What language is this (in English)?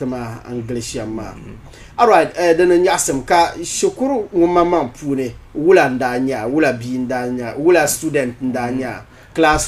Dagbani